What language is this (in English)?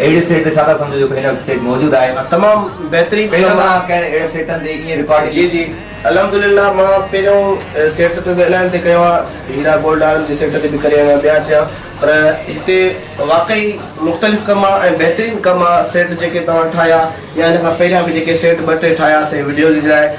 Sindhi